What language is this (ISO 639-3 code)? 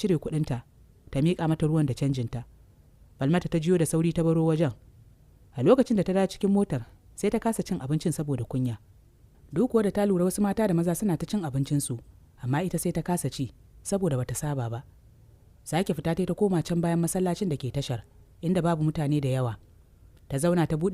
hau